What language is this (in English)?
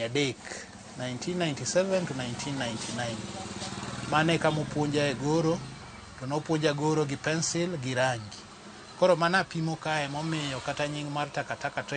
Luo (Kenya and Tanzania)